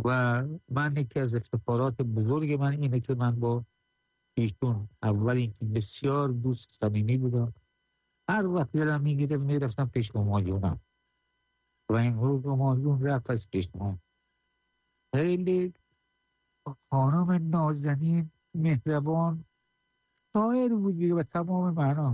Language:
Persian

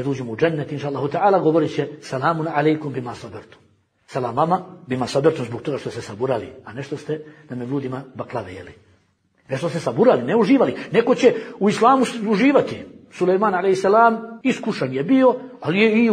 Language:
Bosnian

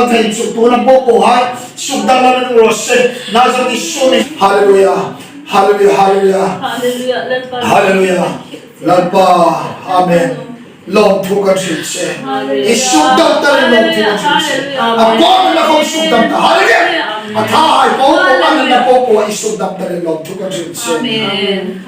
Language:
Hmar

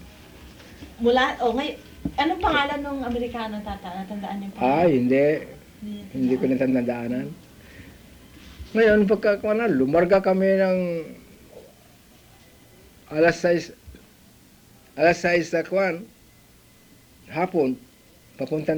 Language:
Filipino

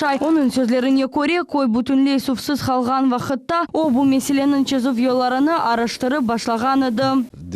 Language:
Crimean Tatar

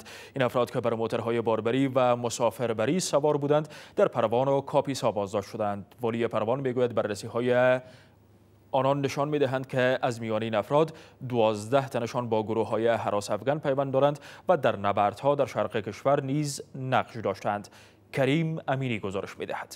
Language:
Persian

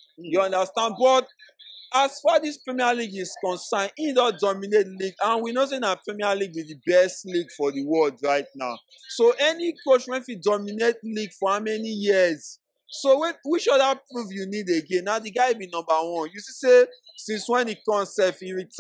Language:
Nigerian Pidgin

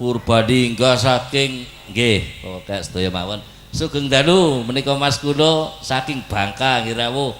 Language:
Javanese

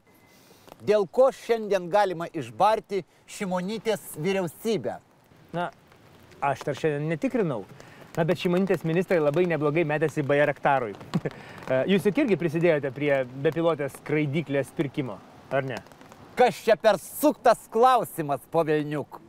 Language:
Lithuanian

